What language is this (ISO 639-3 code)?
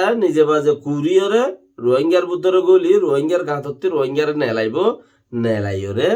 rhg